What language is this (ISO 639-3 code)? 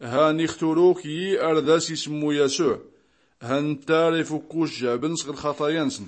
shi